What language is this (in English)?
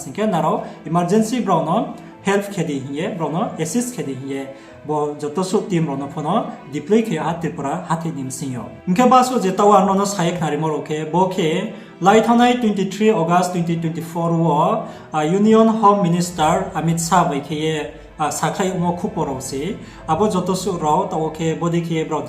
Riang (India)